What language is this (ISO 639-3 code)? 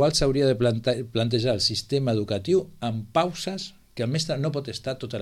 cat